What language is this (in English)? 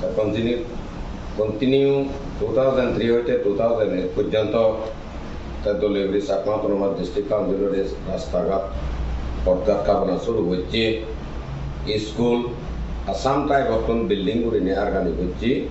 Chakma